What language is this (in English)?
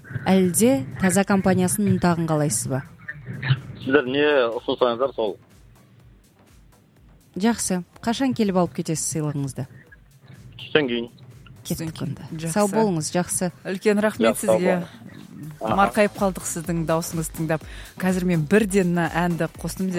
Kazakh